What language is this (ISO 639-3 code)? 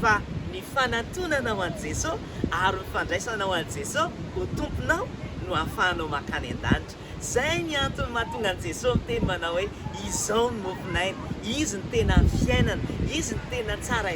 mlg